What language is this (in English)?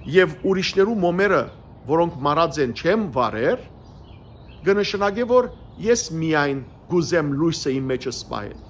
Western Armenian